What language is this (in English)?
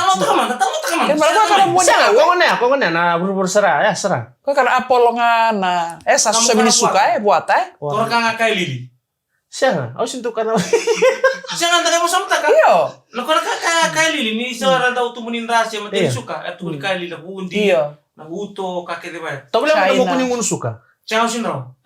Fijian